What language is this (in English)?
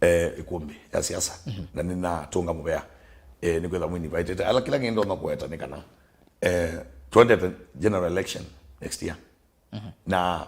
Kamba